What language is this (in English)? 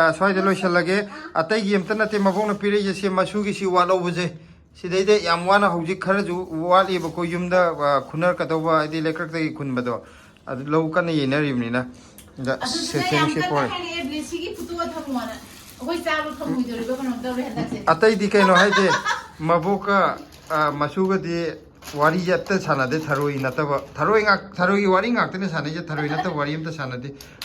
Manipuri